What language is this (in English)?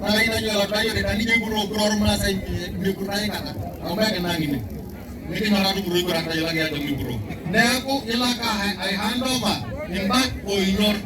Masai